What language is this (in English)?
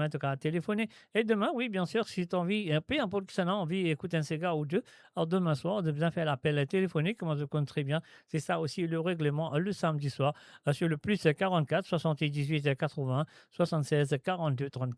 Morisyen